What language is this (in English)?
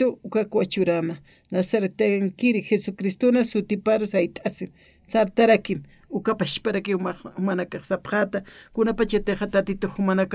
Aymara